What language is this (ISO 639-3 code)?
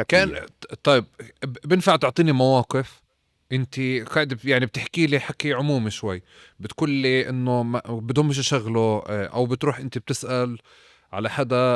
apc